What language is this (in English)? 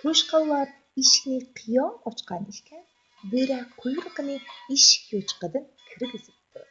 Uyghur